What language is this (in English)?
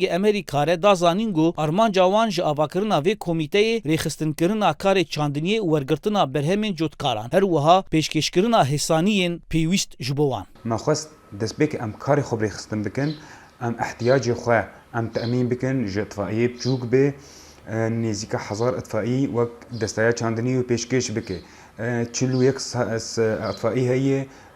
Kurdish